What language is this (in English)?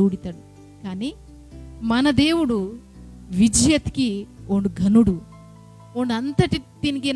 Koya